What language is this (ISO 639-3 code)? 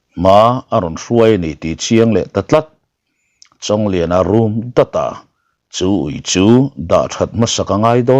lus